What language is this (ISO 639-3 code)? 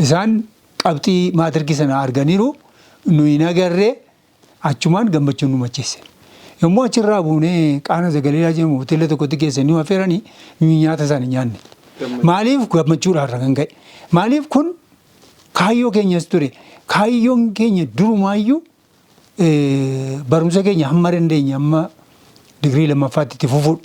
orm